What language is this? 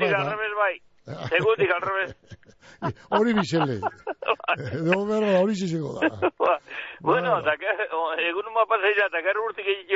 Basque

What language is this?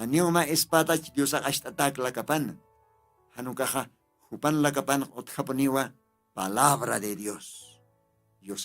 Aymara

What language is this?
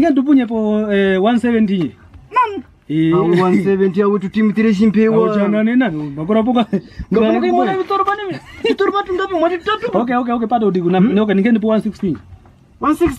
Kwangali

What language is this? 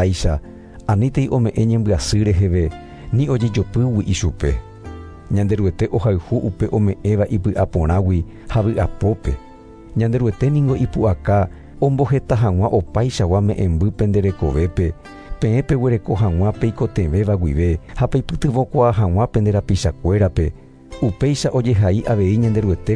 Guarani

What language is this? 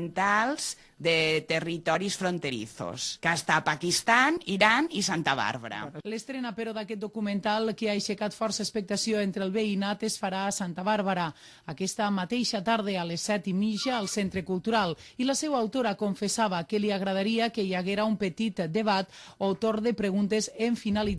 Catalan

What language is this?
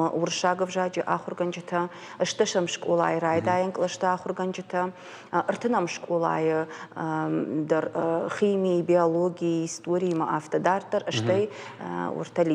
Ossetic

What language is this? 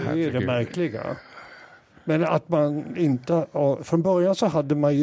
Swedish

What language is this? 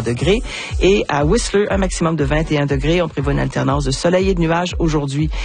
French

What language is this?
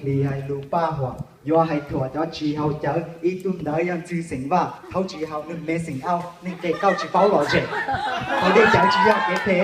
Hmong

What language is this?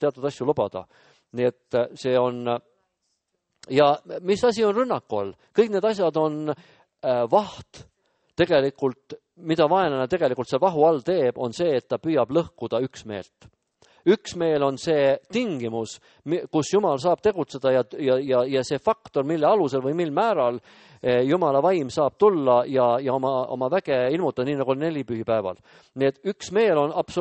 Estonian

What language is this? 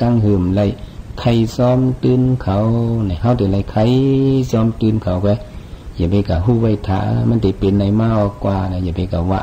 Shan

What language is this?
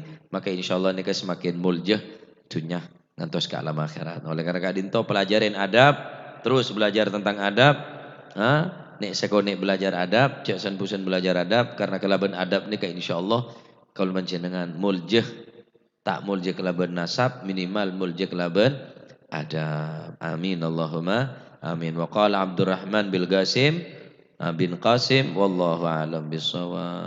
Madurese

